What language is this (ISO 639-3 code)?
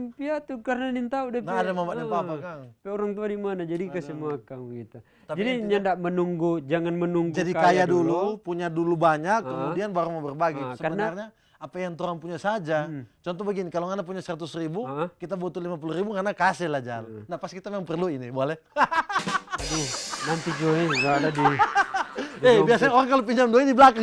xmm